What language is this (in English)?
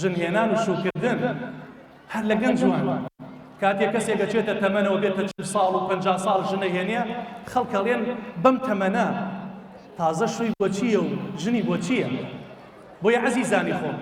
Central Kurdish